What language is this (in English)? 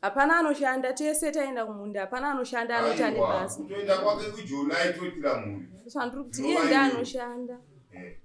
Shona